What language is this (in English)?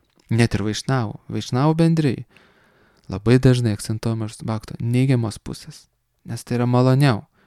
Lithuanian